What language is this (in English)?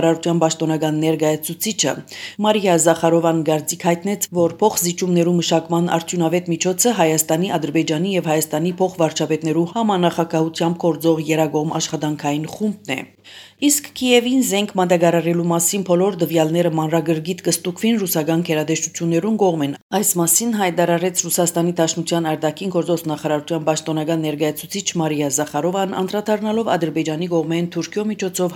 Armenian